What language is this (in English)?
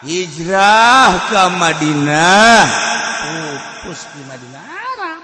Sundanese